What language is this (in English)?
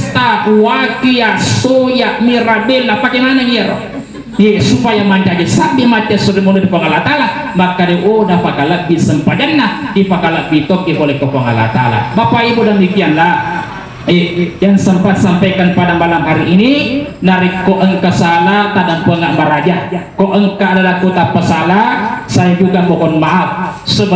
Buginese